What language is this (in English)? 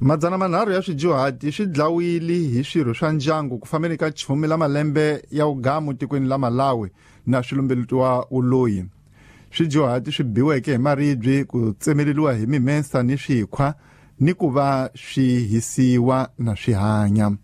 Tsonga